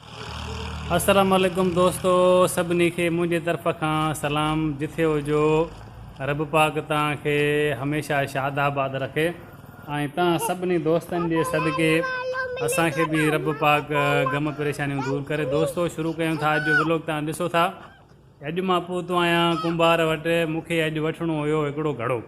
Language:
Sindhi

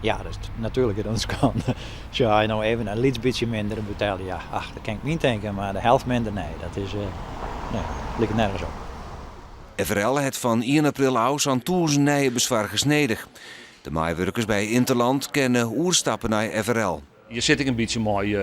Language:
Western Frisian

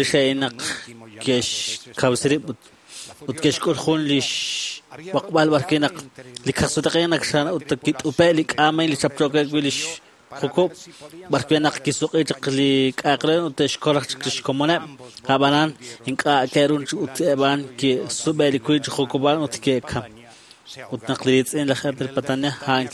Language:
Kekchí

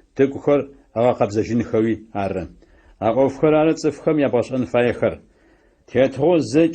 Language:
Adyghe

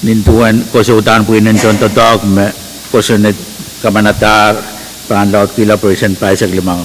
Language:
Pohnpeian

